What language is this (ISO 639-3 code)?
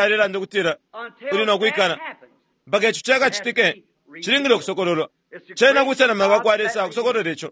bem